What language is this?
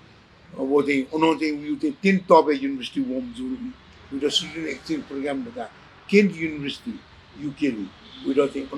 Newari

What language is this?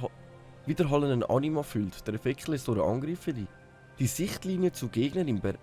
Swiss German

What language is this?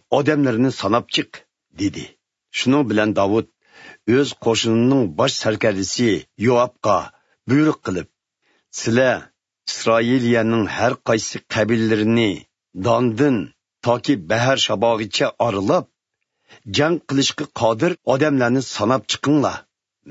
Uyghur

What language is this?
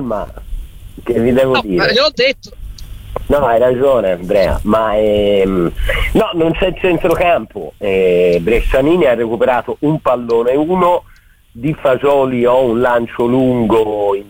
Italian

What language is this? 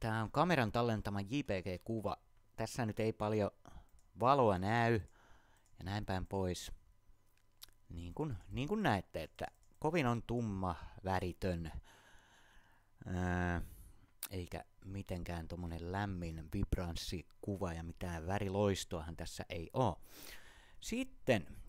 Finnish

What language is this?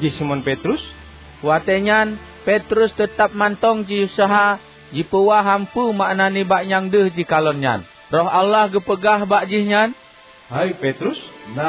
Achinese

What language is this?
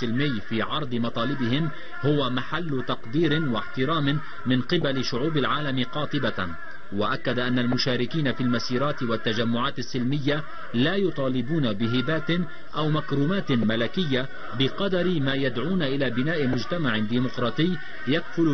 Arabic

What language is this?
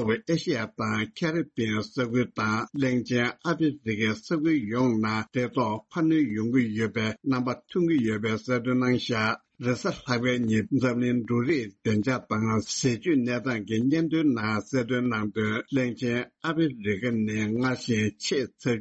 Tibetan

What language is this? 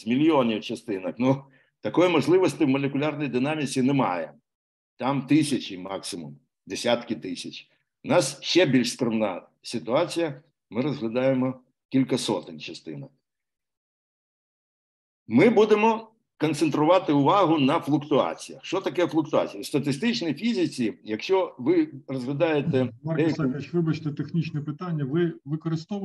Ukrainian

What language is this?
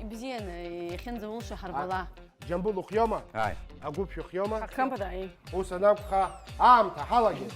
Abkhazian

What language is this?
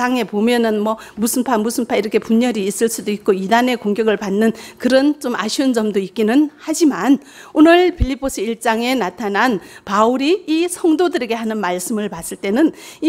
Korean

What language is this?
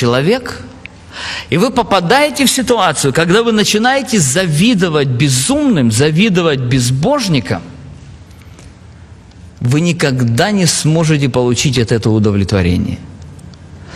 Russian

